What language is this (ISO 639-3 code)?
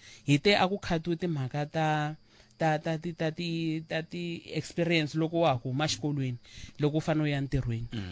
tso